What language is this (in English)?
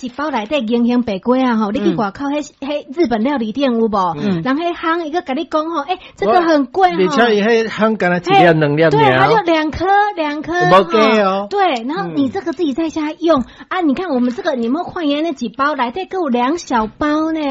Min Nan Chinese